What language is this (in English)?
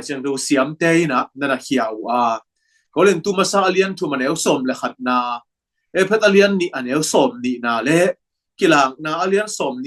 Tedim Chin